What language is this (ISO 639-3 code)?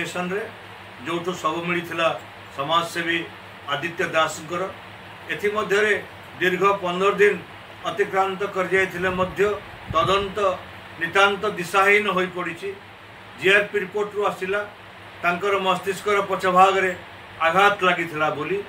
ori